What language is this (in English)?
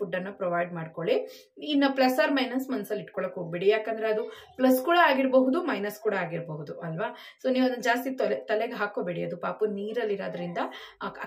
Kannada